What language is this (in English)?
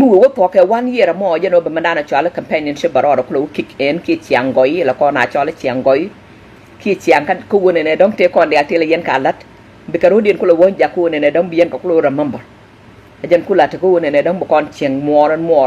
Nuer